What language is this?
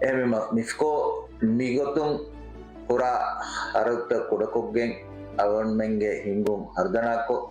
Divehi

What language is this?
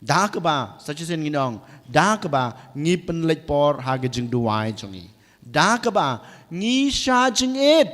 Khasi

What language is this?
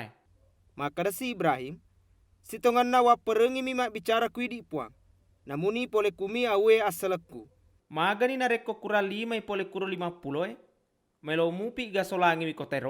Buginese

